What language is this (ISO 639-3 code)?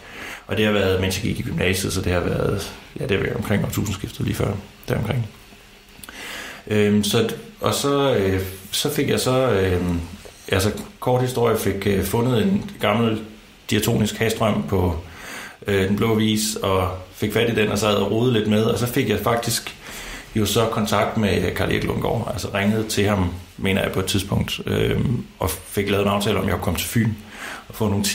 dan